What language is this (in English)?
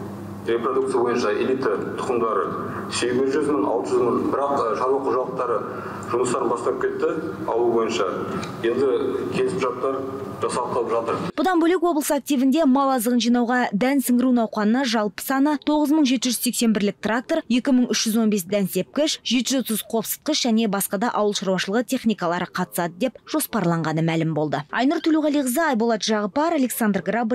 Kazakh